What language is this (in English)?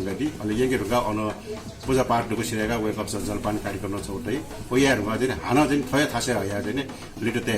Newari